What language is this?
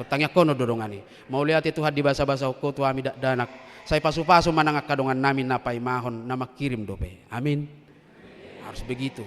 Batak Toba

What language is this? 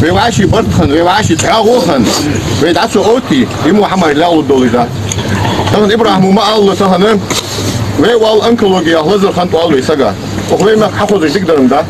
Ingush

